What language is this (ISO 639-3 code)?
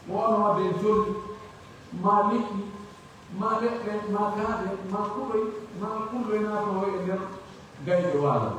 fuf